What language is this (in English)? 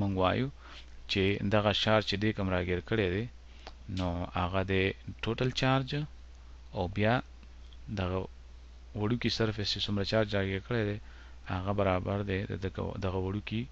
Pashto